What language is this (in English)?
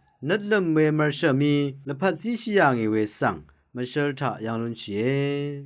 Rawang